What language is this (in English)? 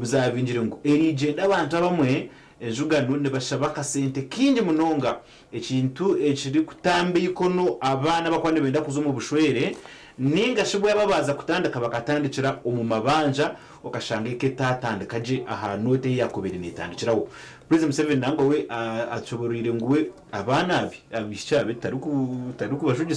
Nyankole